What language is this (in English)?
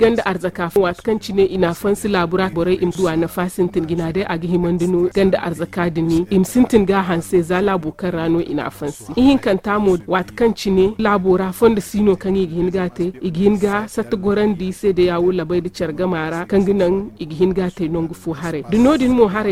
Zarma